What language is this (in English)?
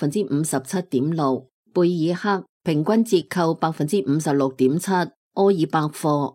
Cantonese